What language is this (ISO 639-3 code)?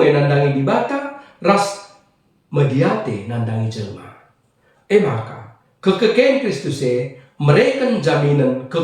btx